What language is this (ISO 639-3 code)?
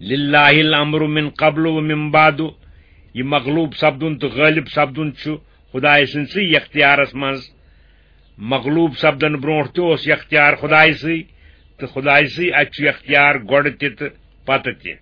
kas